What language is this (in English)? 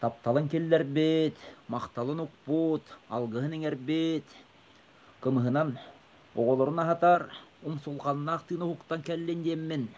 Yakut